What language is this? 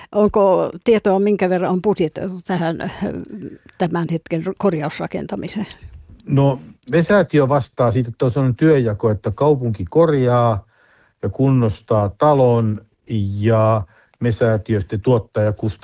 Finnish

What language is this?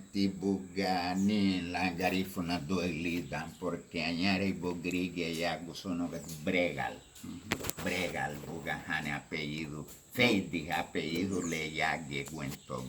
Garifuna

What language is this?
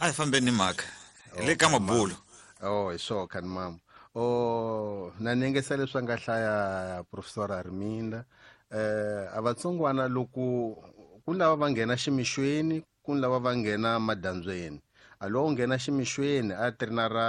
Tsonga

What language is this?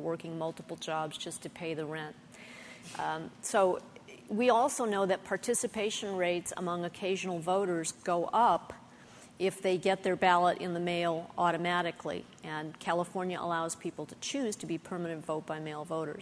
English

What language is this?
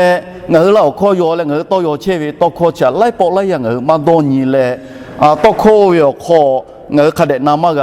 Lahu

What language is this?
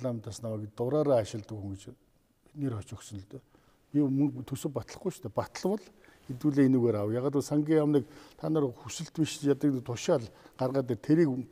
Mongolian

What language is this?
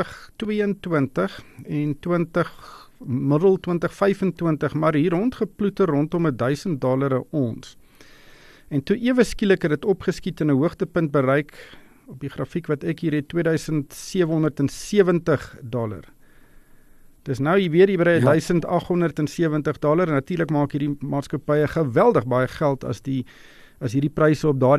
Afrikaans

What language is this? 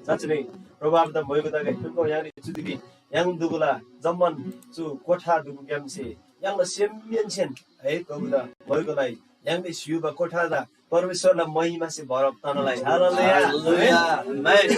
Eastern Tamang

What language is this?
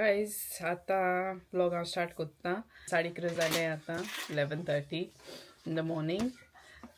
Konkani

